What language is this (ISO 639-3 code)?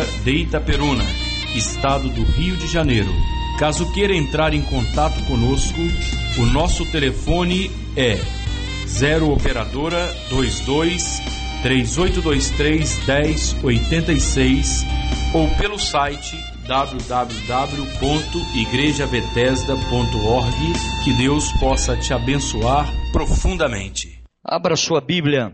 por